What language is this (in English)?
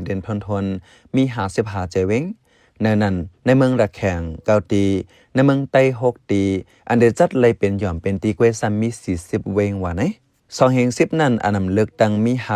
Shan